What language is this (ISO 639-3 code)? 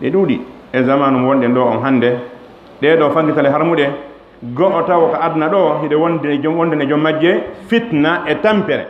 ful